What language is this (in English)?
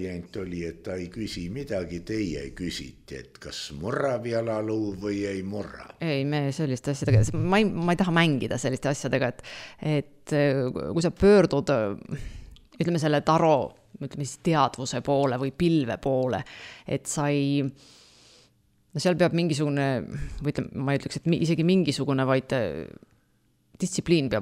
Estonian